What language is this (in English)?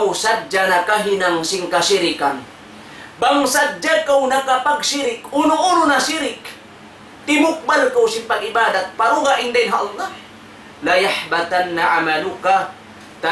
Tausug